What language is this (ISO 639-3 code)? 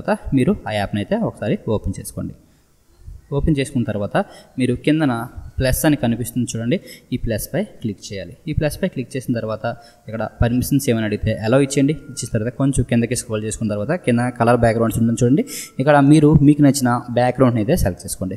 tel